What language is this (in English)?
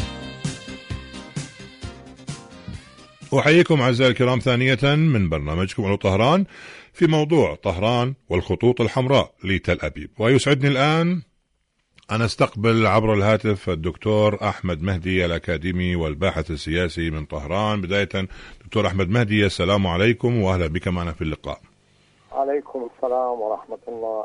Arabic